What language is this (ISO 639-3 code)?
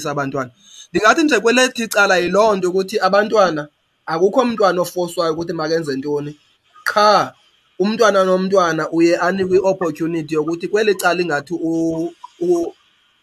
xho